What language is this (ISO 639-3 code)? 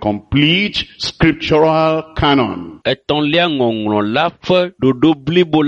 ewe